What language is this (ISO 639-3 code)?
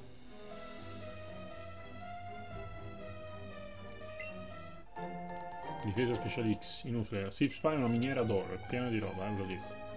ita